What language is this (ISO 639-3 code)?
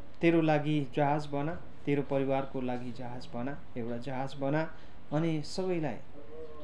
nep